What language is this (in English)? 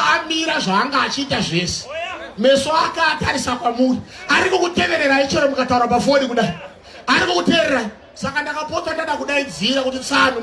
Shona